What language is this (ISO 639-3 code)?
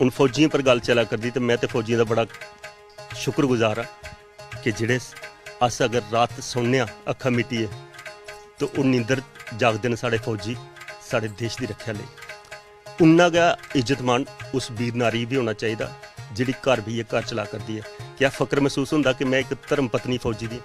doi